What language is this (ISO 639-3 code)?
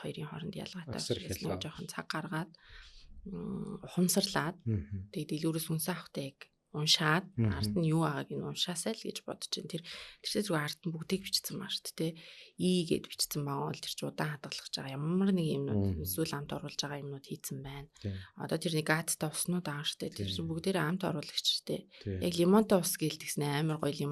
mon